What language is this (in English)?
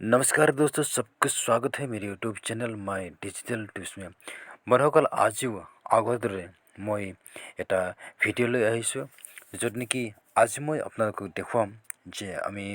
Assamese